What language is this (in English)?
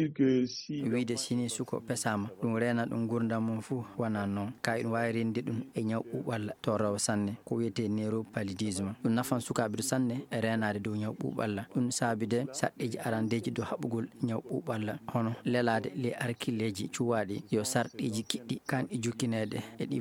Fula